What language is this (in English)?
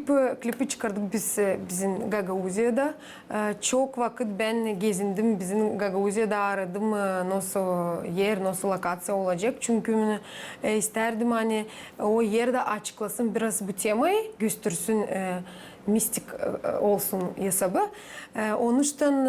Gagauz